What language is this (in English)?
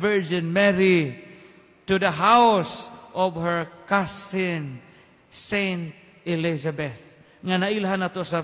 Cebuano